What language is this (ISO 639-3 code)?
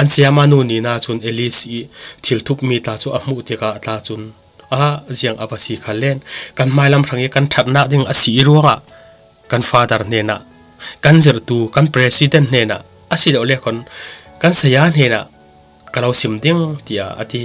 cfm